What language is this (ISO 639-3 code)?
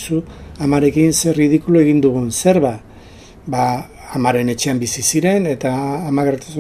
eus